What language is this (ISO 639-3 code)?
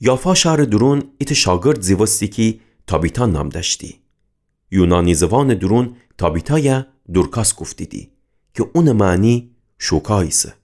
glk